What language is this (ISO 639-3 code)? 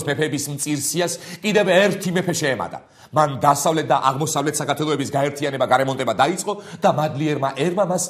kat